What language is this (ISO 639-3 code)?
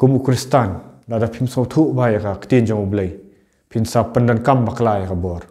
kha